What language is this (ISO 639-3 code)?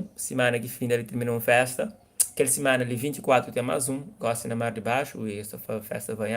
kea